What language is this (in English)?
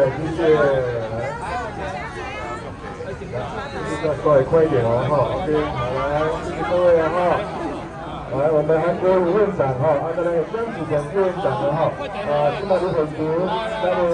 Chinese